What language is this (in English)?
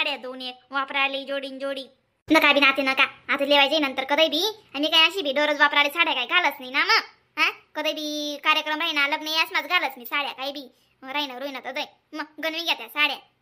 Khandesi